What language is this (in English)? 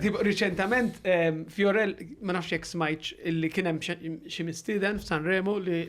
Maltese